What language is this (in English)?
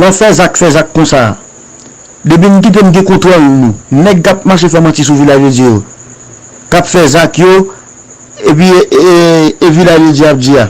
Haitian Creole